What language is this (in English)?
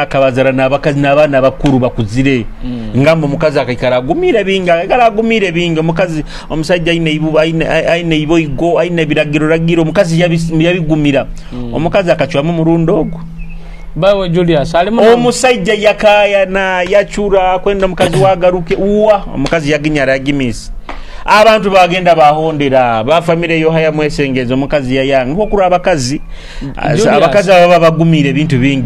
Nyoro